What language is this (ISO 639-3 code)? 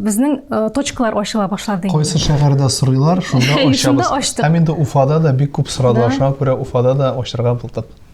tat